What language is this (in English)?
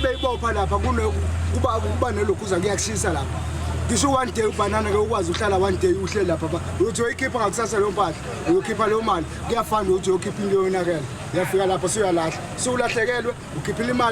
Zulu